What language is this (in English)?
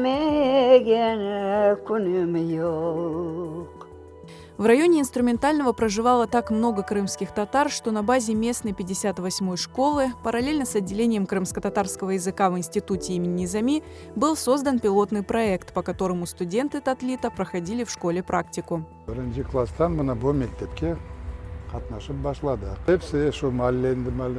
Crimean Tatar